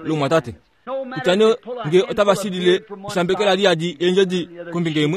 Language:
Kuanyama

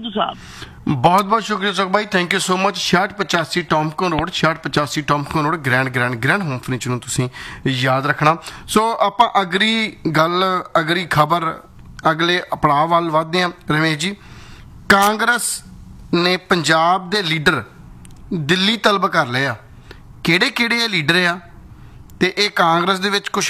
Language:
Punjabi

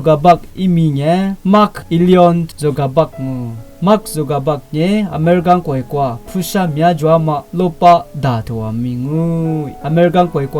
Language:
Lisu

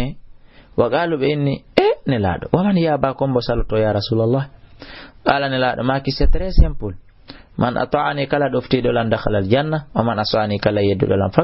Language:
Fula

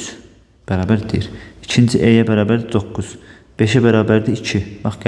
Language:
Azerbaijani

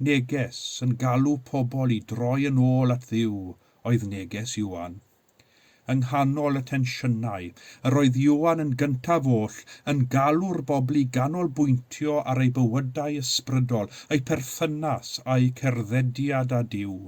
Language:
Welsh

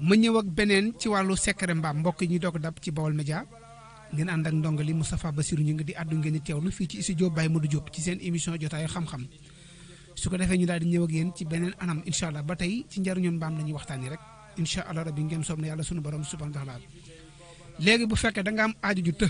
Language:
Wolof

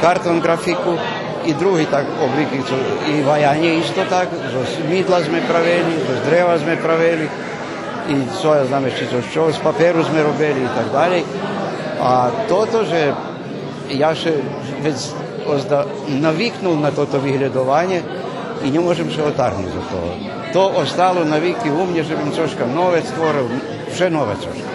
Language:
Rusyn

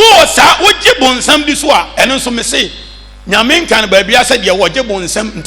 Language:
Akan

